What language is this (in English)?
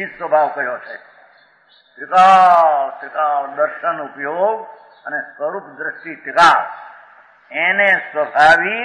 Gujarati